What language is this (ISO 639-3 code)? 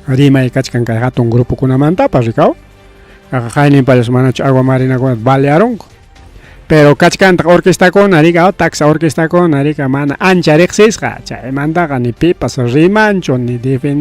quy